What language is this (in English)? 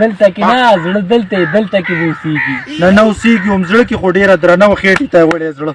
Pashto